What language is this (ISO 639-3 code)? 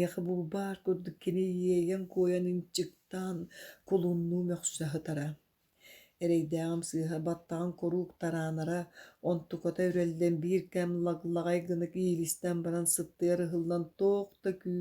sah